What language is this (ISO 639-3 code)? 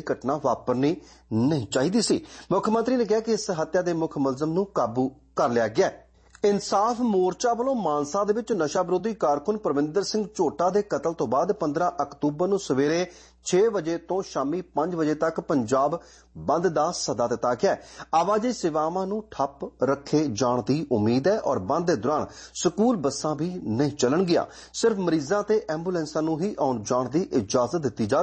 pan